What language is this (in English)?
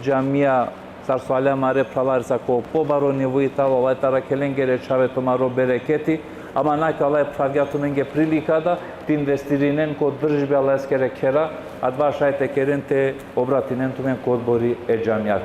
Balkan Romani